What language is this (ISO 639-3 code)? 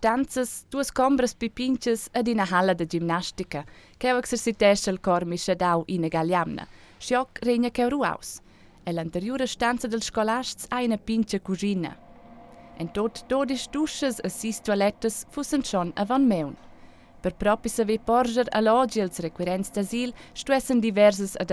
roh